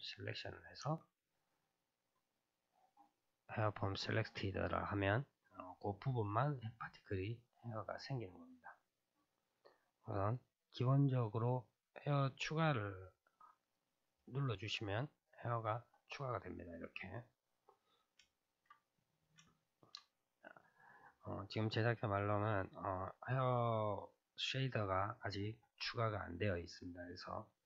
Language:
Korean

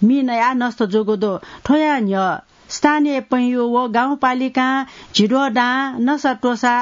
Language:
Newari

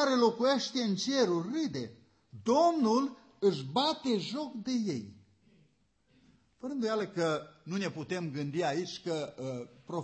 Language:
Romanian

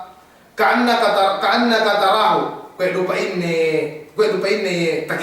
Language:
Yakan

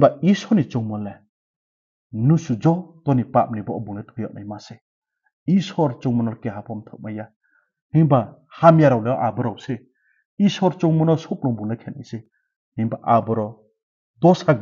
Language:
Riang (India)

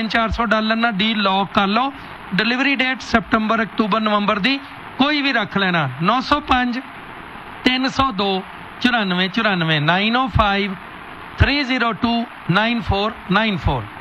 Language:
Punjabi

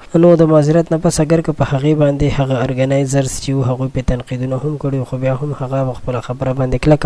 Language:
Pashto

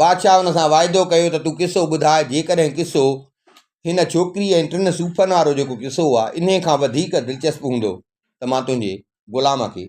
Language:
Sindhi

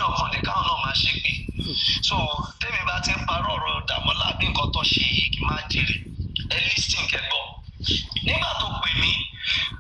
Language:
Yoruba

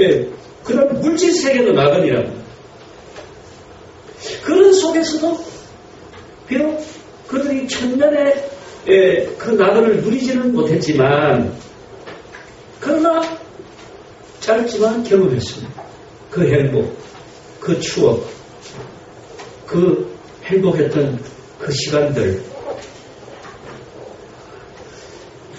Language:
Korean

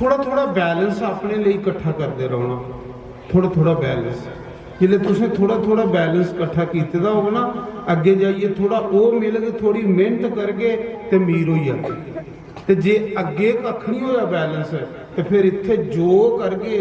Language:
Dogri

